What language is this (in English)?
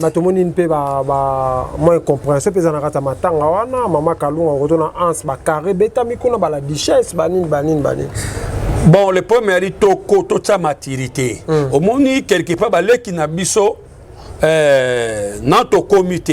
Lingala